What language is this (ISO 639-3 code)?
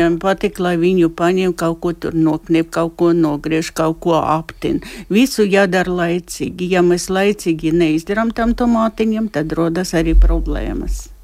lav